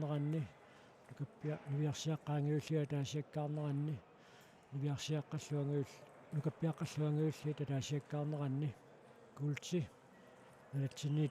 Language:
Kalaallisut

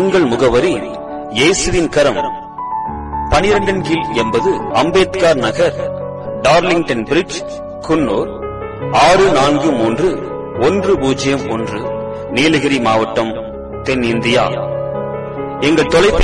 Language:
Tamil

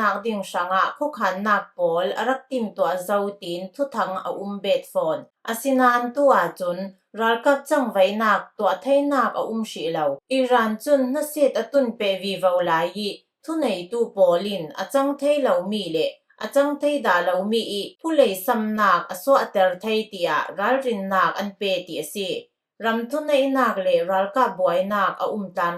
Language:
Falam Chin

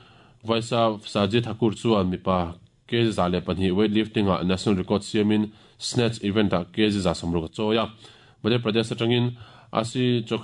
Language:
Mizo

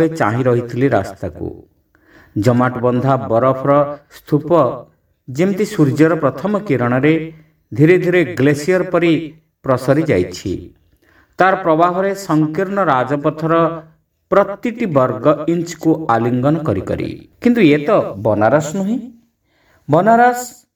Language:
Odia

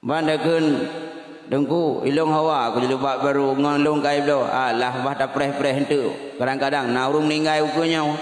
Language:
Achinese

